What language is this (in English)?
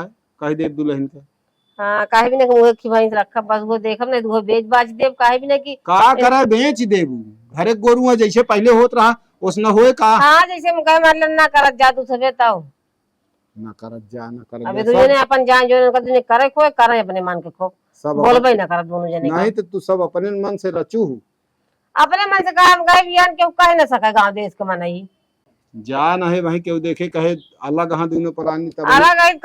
Awadhi